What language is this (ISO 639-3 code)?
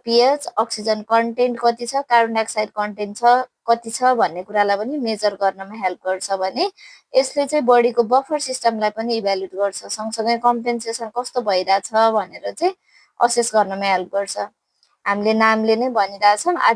nep